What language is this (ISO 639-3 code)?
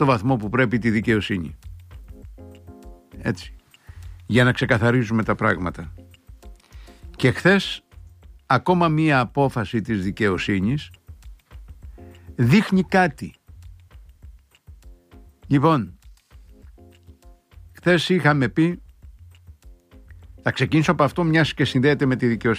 ell